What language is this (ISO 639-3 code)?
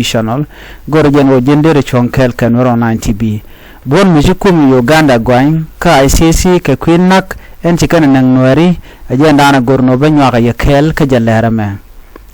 nus